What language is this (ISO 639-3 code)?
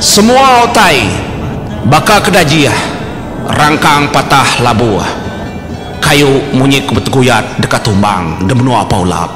iba